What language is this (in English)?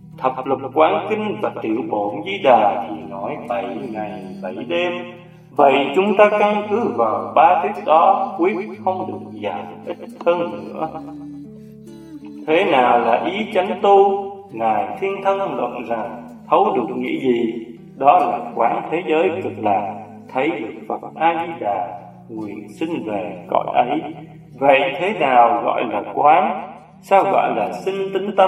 Vietnamese